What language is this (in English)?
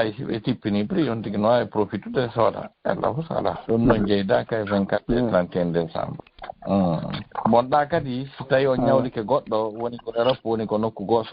Fula